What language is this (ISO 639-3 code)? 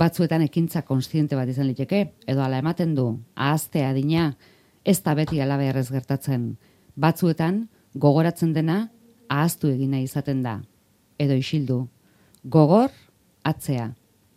eus